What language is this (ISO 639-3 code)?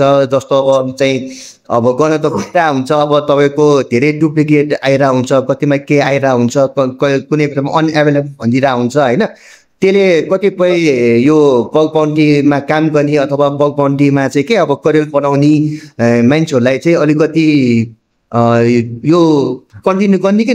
nep